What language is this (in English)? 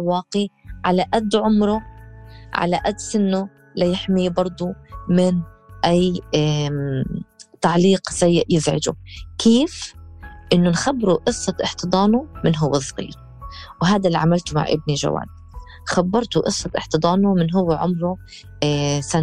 North Levantine Arabic